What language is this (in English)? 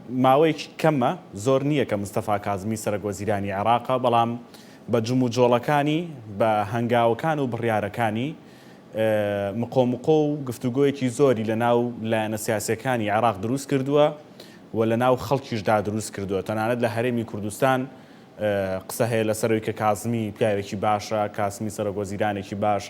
Central Kurdish